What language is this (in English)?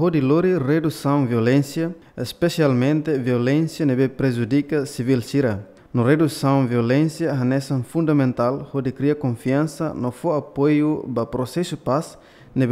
Tetum